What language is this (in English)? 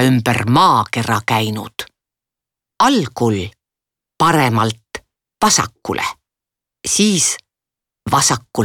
Estonian